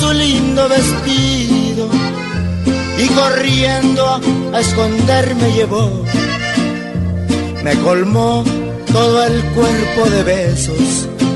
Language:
Spanish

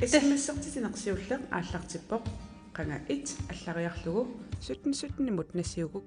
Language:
Kalaallisut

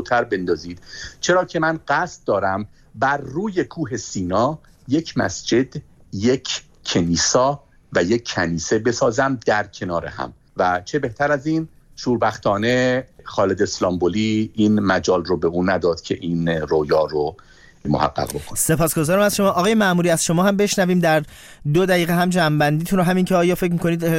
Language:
Persian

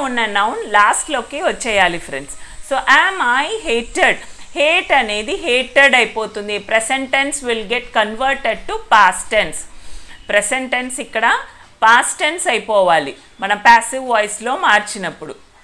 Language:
Telugu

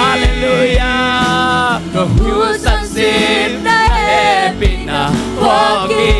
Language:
Tedim Chin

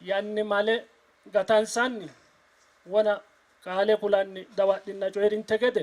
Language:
Sidamo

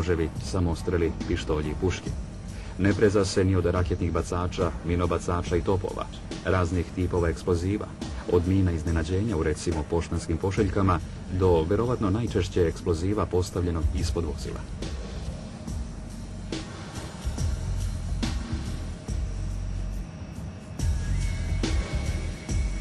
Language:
Serbian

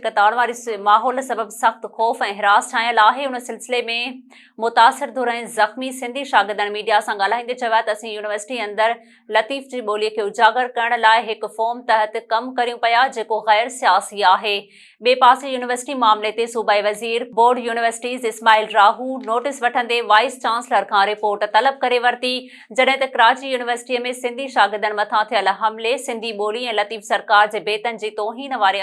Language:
Sindhi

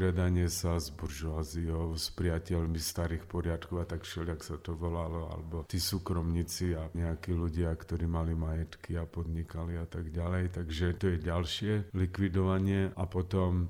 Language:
Slovak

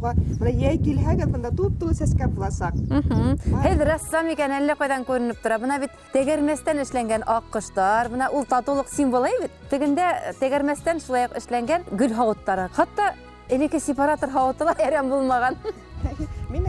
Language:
Bashkir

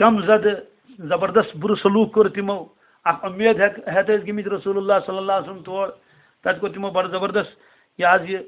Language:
Kashmiri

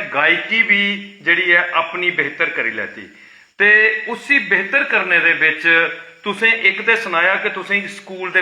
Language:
Dogri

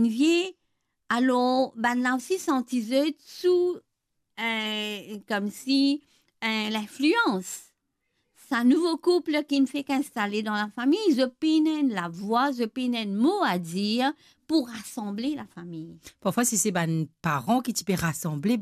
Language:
Morisyen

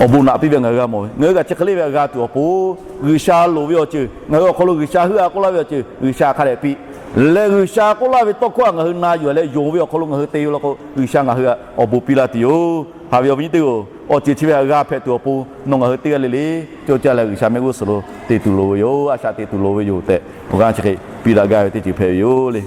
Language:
Lahu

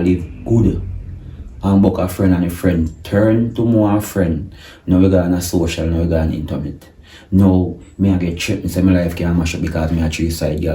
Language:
Jamaican Creole English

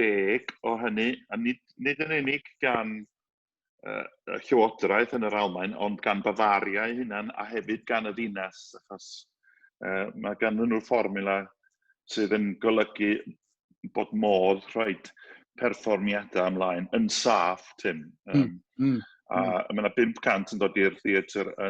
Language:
Welsh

